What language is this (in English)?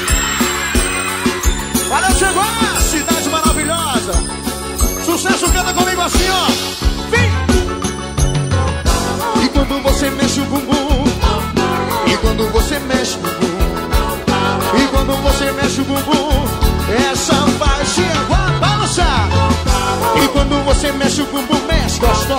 Portuguese